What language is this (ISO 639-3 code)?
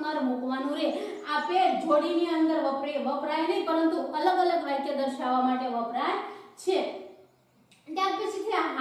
guj